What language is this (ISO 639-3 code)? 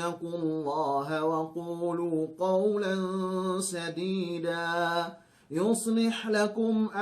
yka